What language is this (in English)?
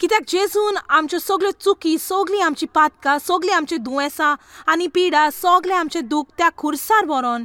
Konkani